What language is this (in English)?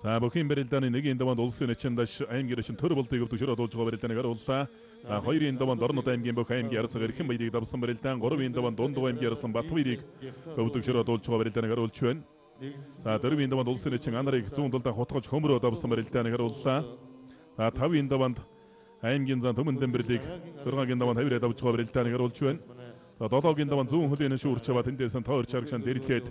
Mongolian